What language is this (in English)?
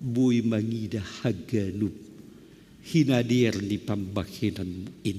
Batak Simalungun